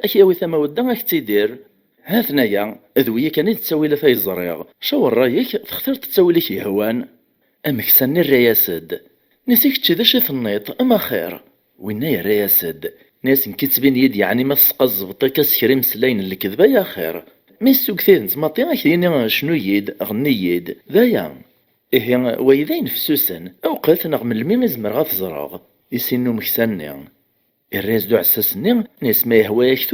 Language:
Kabyle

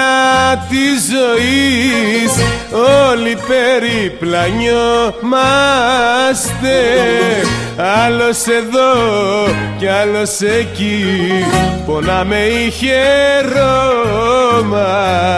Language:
Greek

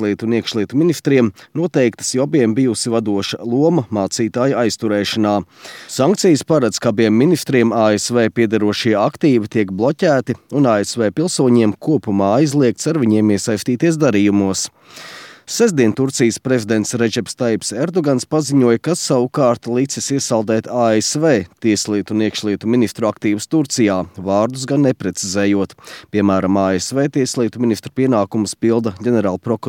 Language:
Latvian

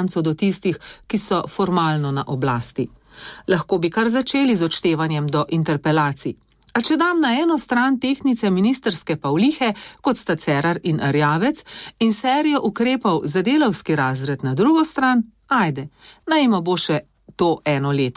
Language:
Slovenian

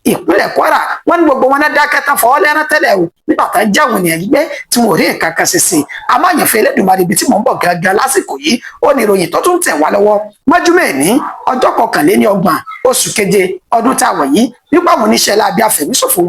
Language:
Yoruba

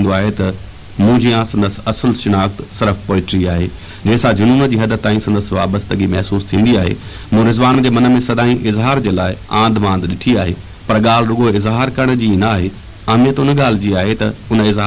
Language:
Sindhi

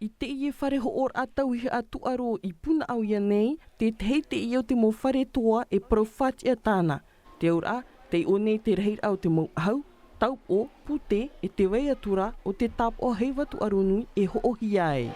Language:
Tahitian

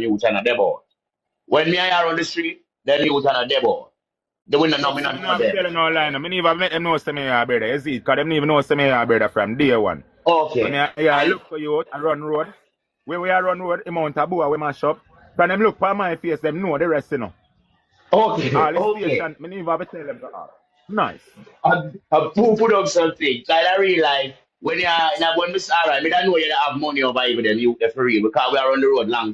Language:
Jamaican Creole English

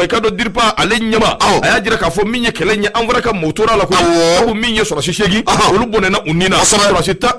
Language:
Bambara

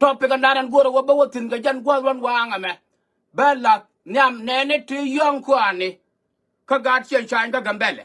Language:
Nuer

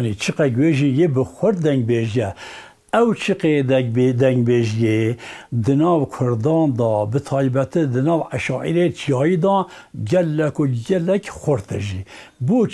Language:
Kurdish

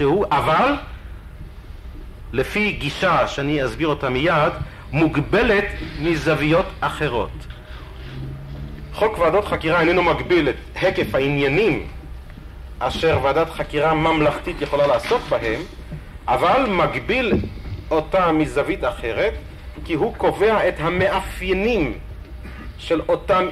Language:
Hebrew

